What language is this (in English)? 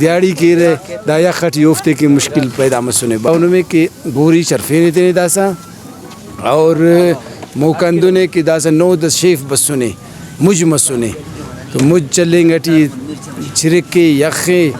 Brahui